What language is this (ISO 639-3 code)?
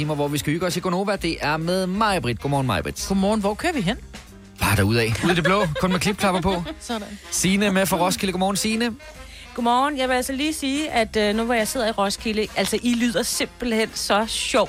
dan